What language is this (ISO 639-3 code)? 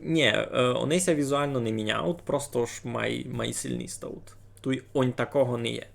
rue